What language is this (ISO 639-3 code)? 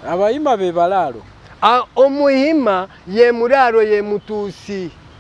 lug